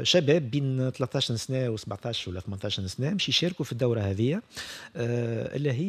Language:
Tunisian Arabic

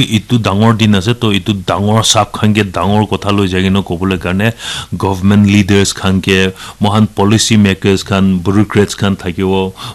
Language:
Naga Pidgin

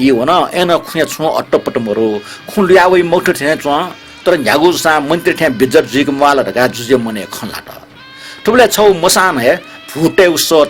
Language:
Newari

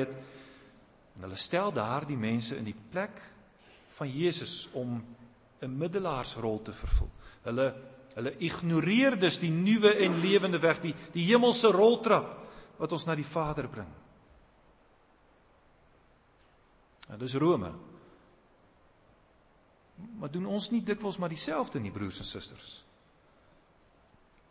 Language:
Afrikaans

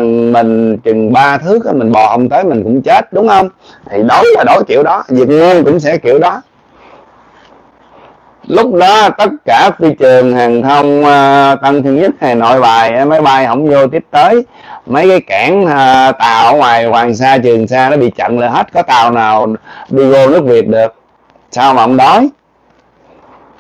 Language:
Vietnamese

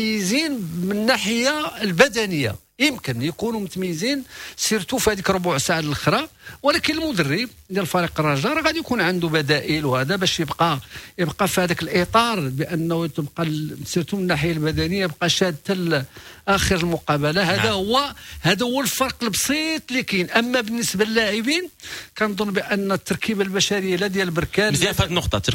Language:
Moroccan Arabic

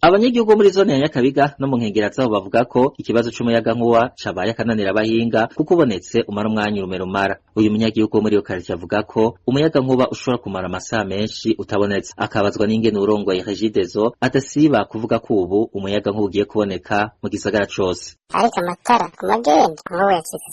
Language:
Rundi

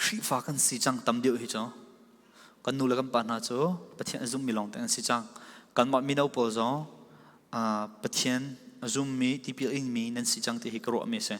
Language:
Falam Chin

